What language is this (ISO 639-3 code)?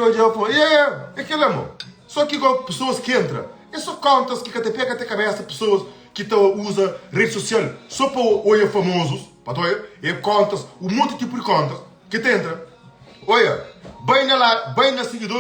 kea